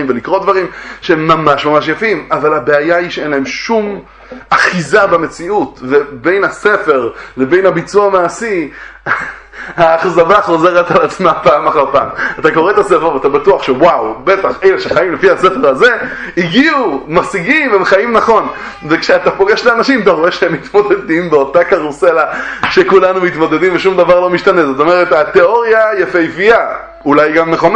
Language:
Hebrew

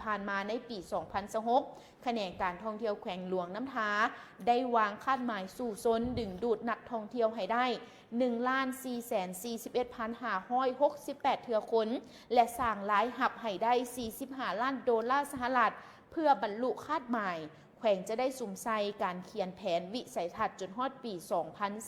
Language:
Lao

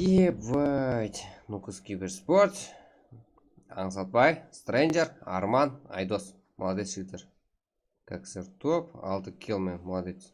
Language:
Kara-Kalpak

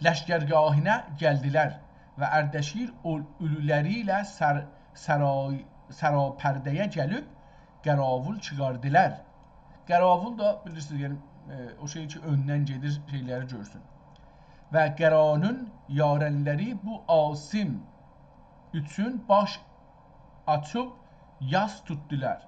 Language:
South Azerbaijani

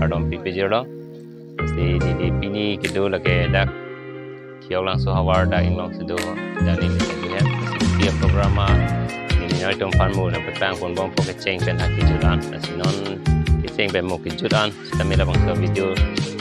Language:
Karbi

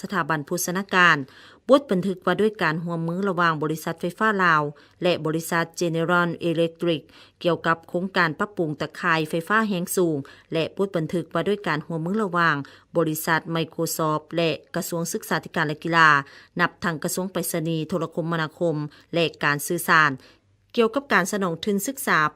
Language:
Lao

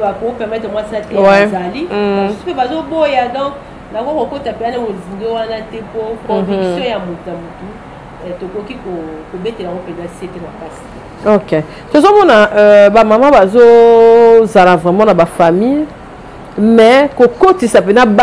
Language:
Lingala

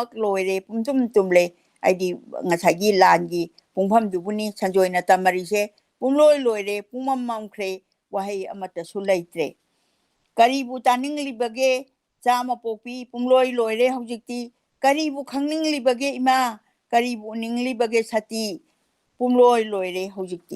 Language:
Manipuri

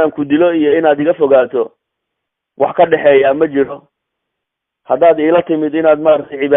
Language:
Somali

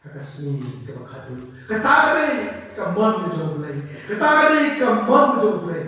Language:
Khasi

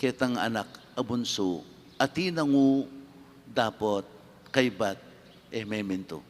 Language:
Pampanga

